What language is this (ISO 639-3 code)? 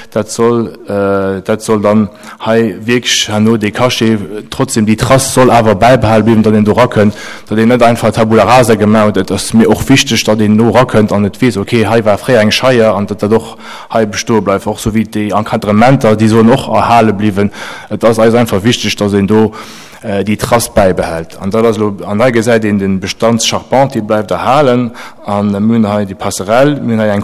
ltz